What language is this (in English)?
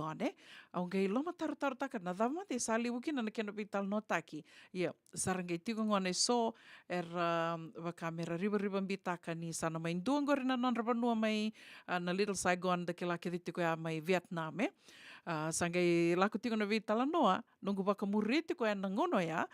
Fijian